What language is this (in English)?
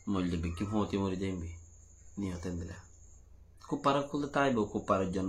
Rohingya